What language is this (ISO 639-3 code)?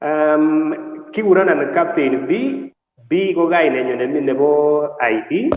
kln